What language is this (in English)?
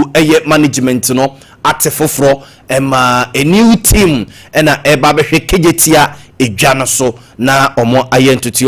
Akan